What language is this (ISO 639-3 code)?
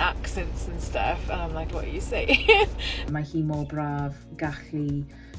cym